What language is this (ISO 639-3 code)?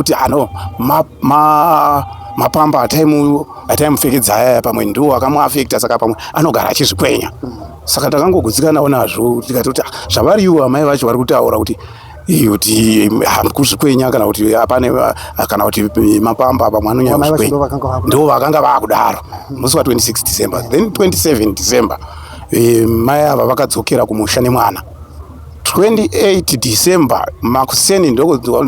sna